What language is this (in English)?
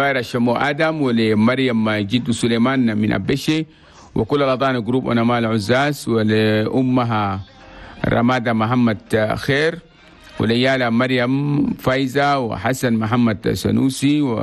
Chadian Arabic